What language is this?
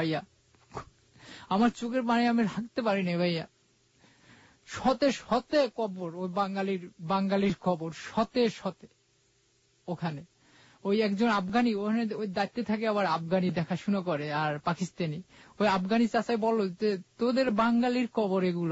Bangla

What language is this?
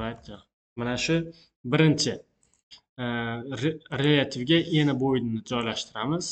Uzbek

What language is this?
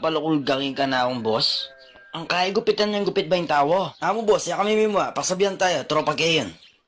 Pampanga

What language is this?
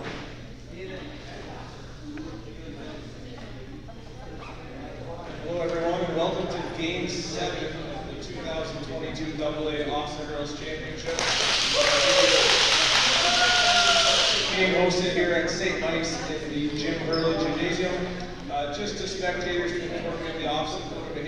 English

